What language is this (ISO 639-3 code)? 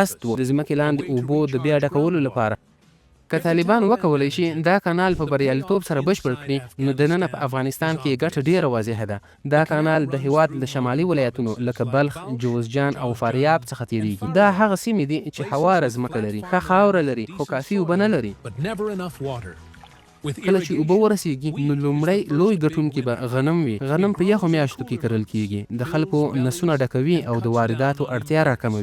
pus